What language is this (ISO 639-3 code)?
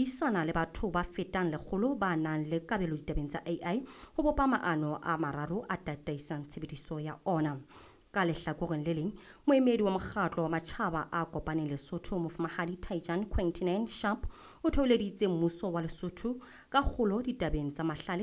sot